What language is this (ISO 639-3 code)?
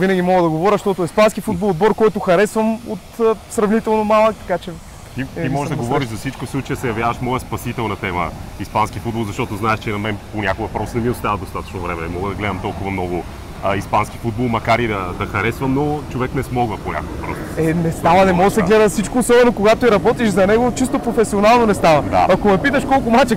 bul